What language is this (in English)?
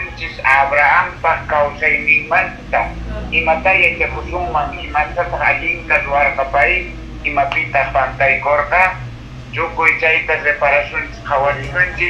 Quechua